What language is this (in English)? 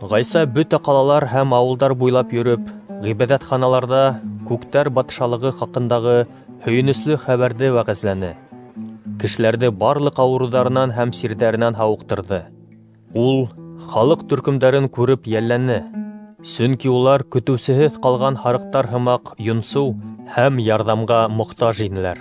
Bashkir